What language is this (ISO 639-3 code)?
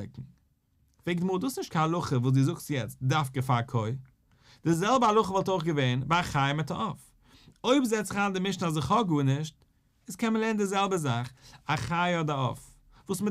yid